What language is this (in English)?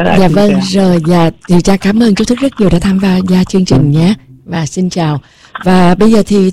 Vietnamese